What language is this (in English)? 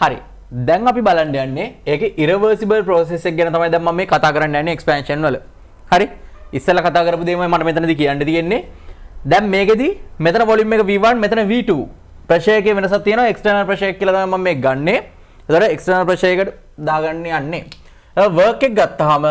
Sinhala